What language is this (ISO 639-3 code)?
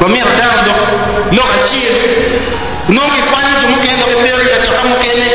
ach